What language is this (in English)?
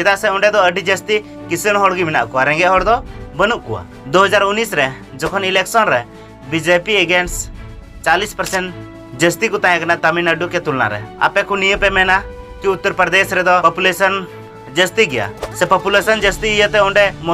Santali